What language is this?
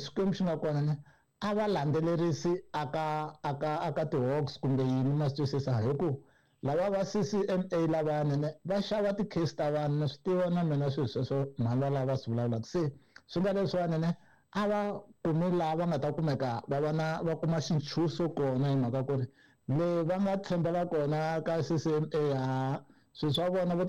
Tsonga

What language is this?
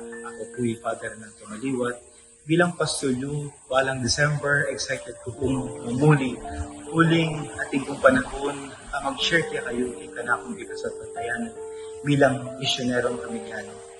Pampanga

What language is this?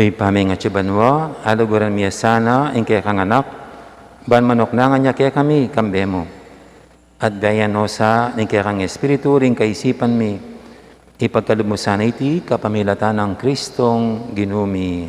Pampanga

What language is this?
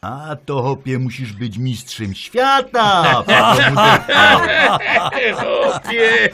Silesian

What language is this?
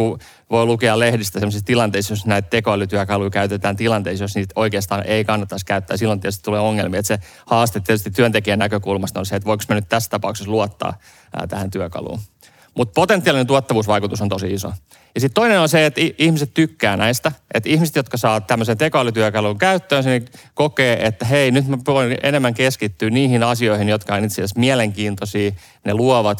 Finnish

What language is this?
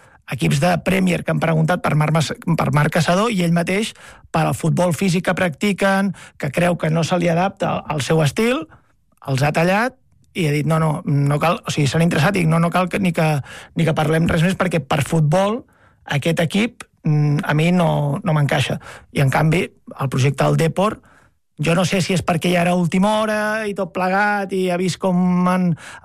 Catalan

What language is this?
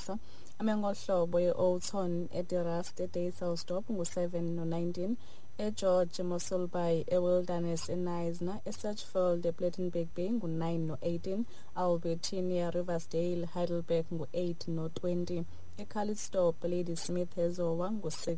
Xhosa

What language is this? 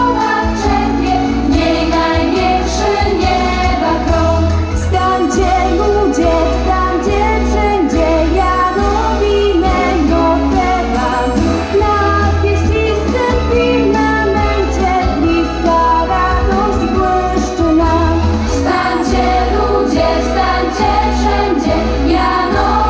Polish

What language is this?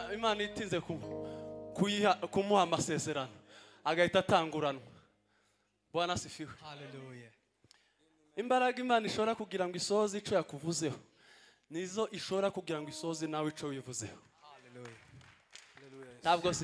Kinyarwanda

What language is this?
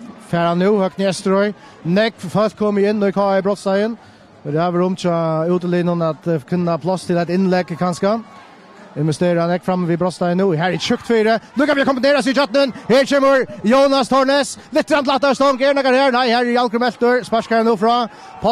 Faroese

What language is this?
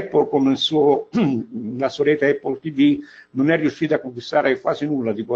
Italian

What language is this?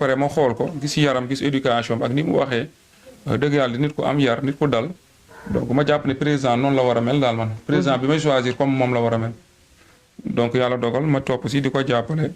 Wolof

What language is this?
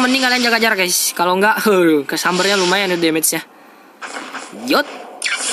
Indonesian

